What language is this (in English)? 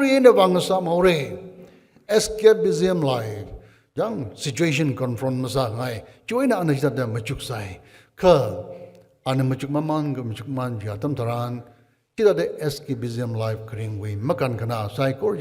Tangkhul Naga (India)